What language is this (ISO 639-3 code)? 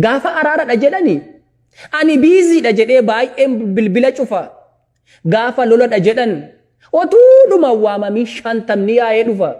orm